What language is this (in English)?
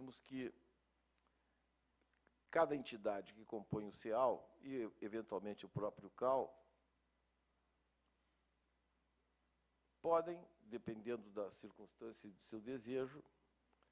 Portuguese